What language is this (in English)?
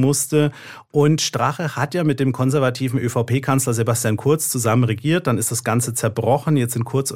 German